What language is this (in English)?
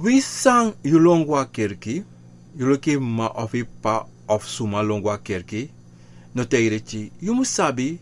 Sranan Tongo